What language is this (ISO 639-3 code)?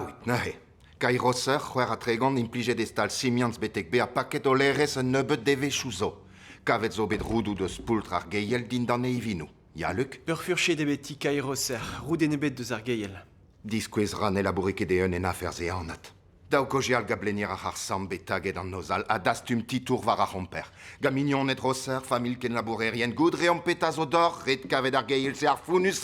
bre